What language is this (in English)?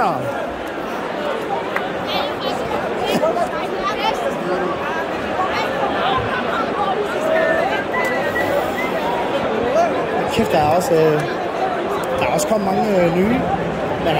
Danish